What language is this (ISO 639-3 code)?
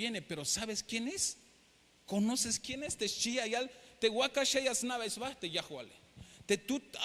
tzh